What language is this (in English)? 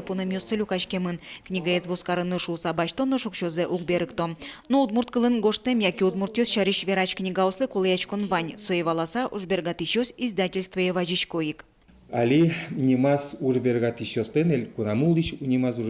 Udmurt